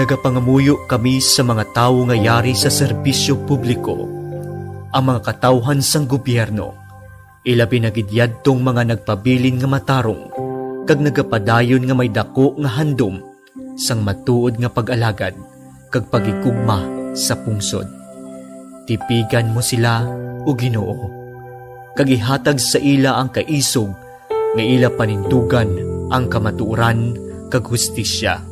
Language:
Hiligaynon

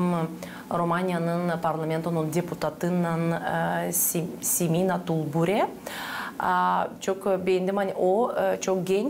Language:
Gagauz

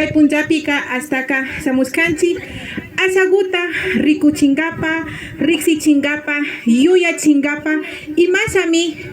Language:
Imbabura Highland Quichua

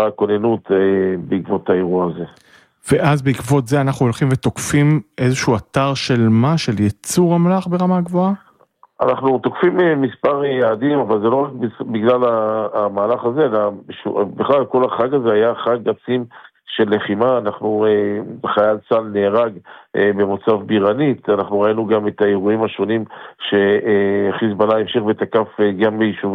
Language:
Hebrew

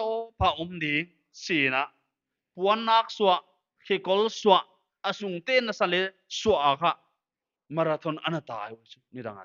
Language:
Paite Chin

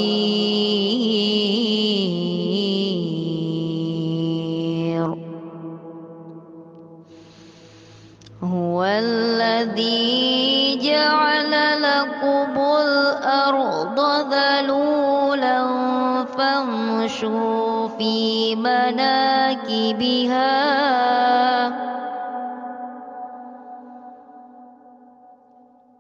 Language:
Arabic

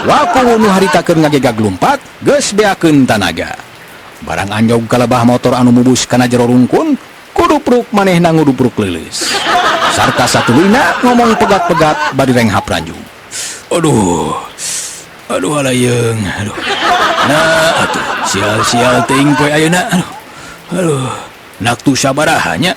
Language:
Sundanese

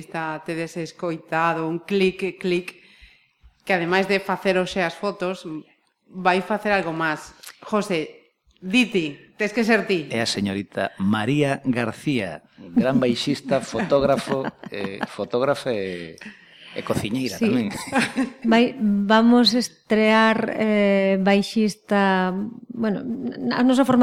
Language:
Galician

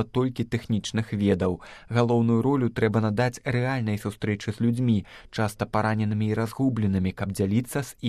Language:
Belarusian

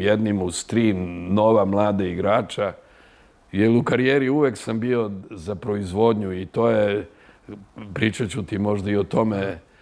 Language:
Serbian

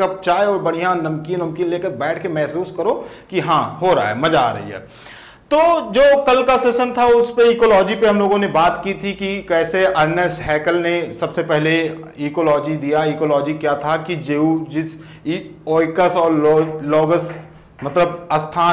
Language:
Hindi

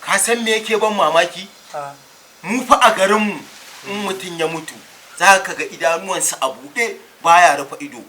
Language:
Hausa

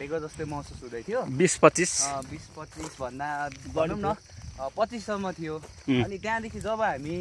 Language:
Nepali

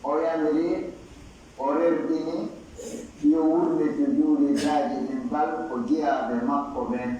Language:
Pular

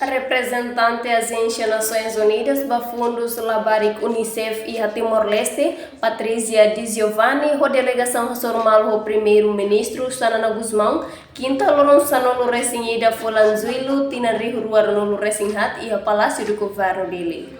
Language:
Tetum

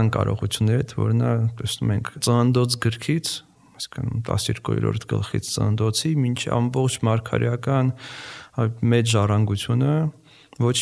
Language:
Armenian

